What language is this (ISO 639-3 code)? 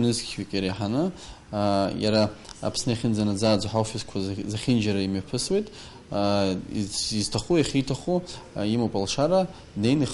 abk